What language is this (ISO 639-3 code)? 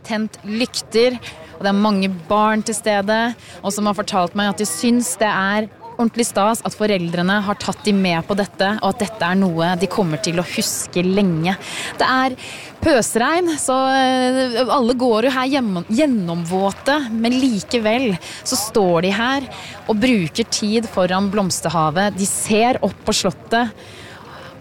nor